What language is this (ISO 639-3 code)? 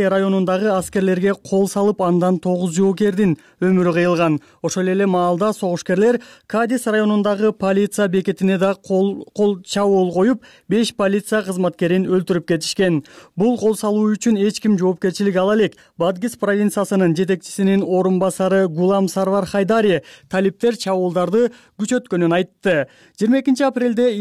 kir